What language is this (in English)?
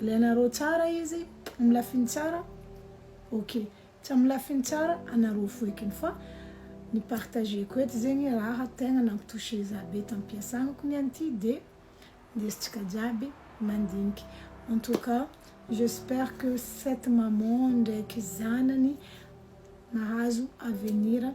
Malagasy